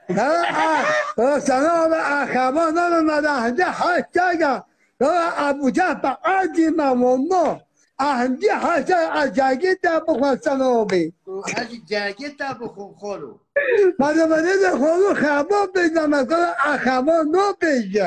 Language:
Kurdish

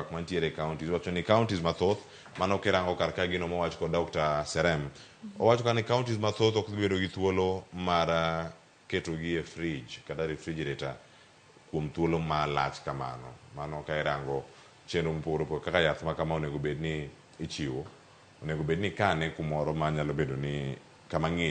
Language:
Luo (Kenya and Tanzania)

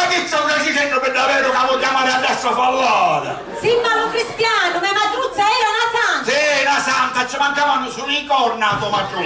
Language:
Sicilian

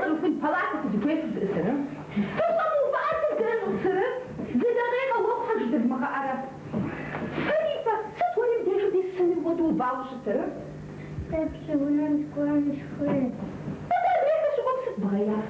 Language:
Kabardian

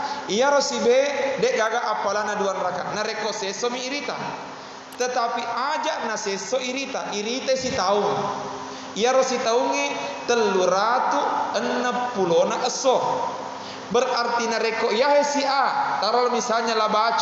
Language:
Buginese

